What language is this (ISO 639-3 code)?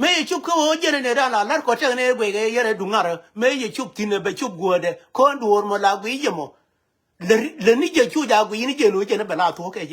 nus